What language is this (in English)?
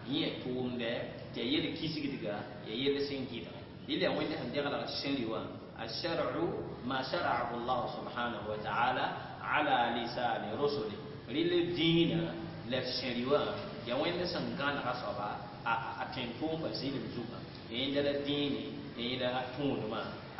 Mossi